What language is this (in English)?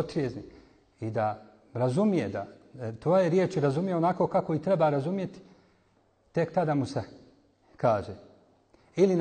Bosnian